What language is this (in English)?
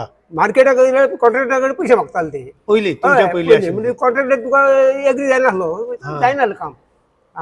Konkani